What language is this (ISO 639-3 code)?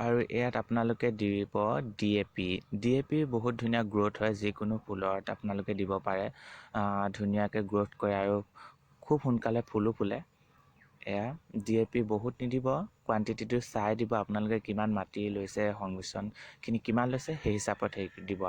asm